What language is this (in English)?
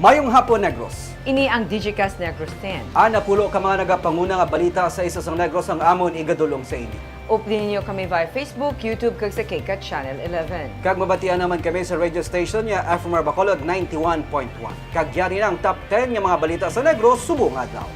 Hiligaynon